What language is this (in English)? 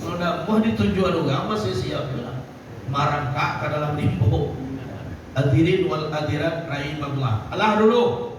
Minangkabau